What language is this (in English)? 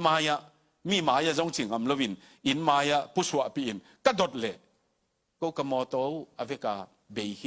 Tedim Chin